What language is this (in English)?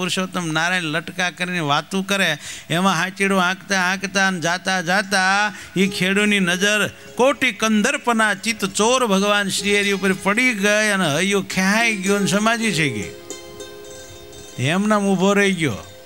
Gujarati